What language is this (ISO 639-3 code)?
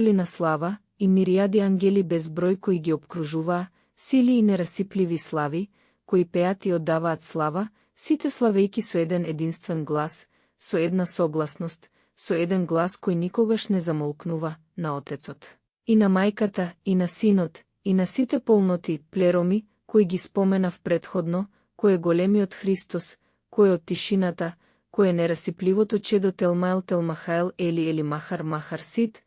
mkd